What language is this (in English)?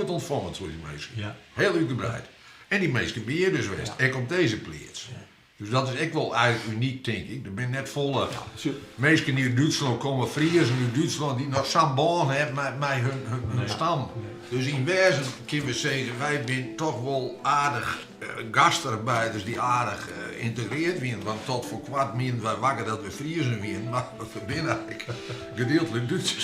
Western Frisian